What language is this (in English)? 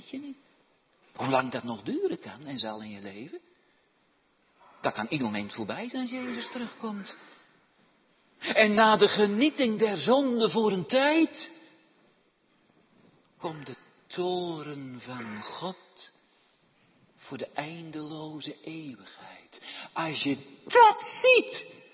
Dutch